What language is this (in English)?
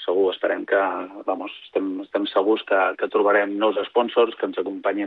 Catalan